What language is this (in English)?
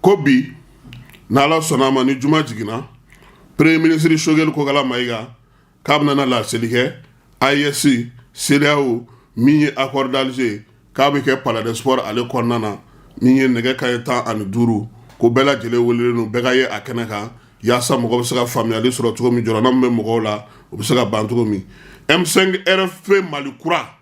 Bambara